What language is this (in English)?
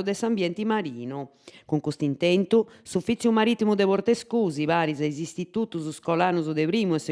Sardinian